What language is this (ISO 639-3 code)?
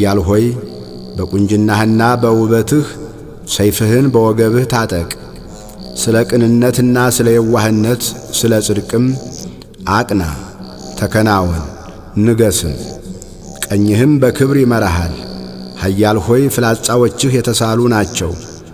amh